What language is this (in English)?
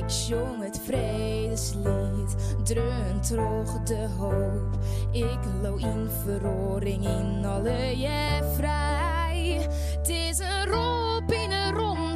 Western Frisian